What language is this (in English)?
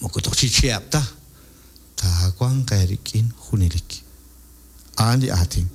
Kekchí